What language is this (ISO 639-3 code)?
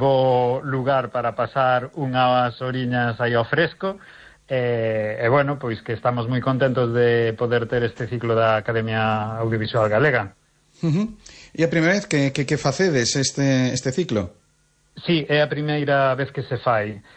glg